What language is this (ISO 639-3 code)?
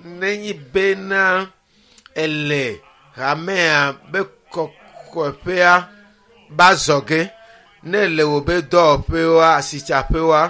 ewe